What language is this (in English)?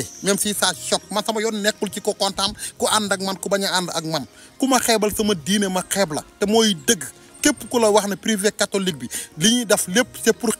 Wolof